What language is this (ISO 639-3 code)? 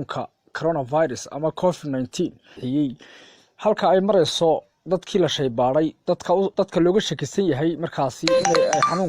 som